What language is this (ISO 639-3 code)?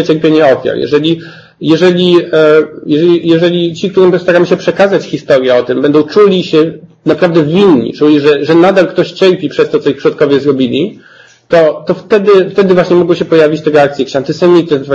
pol